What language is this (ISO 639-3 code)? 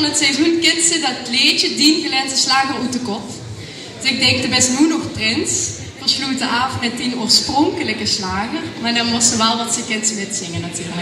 lim